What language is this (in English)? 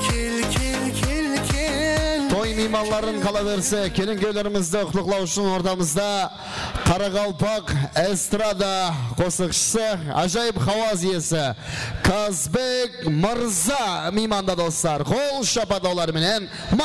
Kara-Kalpak